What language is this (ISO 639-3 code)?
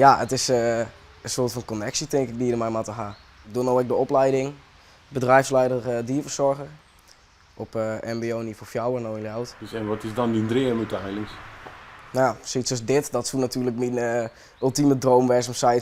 fry